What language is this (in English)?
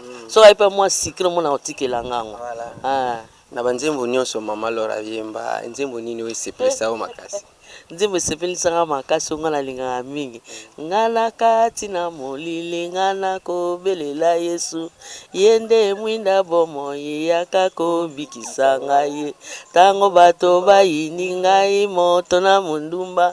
Lingala